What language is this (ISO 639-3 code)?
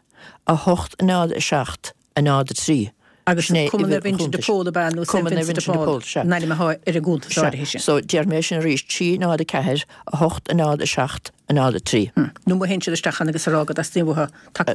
gle